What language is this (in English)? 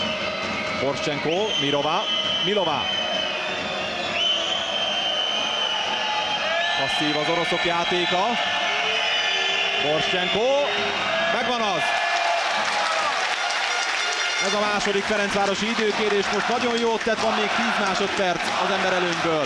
Hungarian